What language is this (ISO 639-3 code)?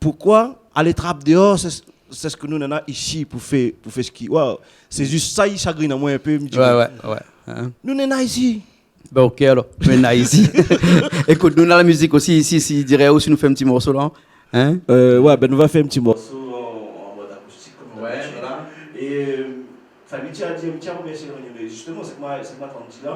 rcf